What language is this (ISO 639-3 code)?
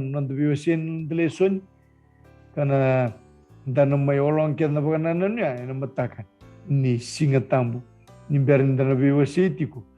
fij